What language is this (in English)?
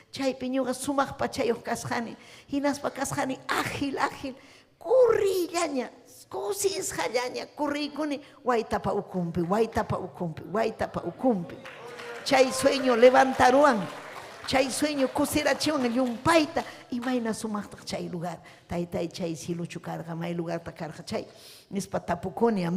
Ayacucho Quechua